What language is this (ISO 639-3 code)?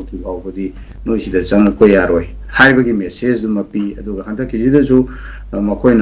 mni